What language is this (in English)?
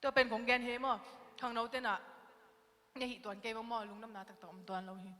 Tedim Chin